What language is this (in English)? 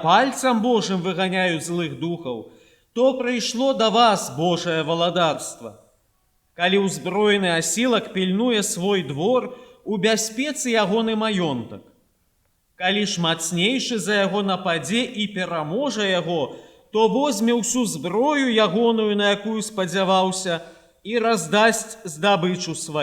Belarusian